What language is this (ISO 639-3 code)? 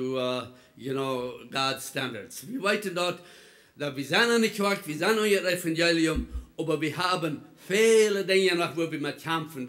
pdt